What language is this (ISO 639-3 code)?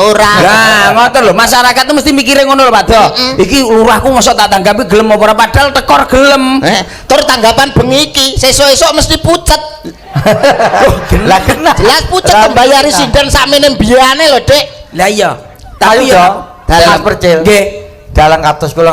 jav